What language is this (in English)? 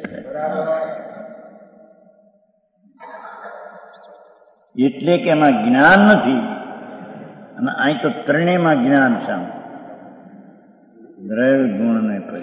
Gujarati